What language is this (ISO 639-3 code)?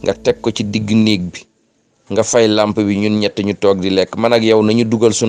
wol